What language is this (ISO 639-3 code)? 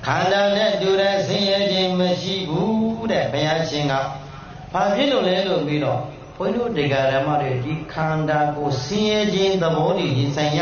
mya